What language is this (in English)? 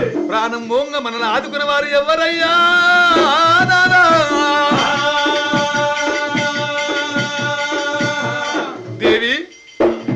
Telugu